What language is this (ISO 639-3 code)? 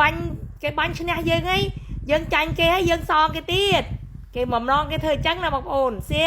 khm